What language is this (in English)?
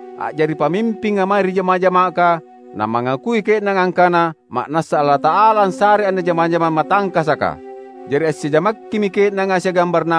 Makasar